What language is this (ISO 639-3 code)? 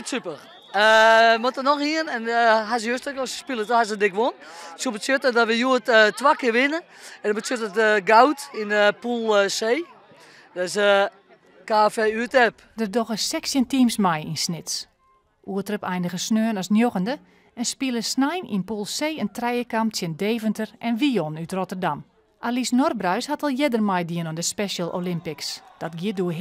fry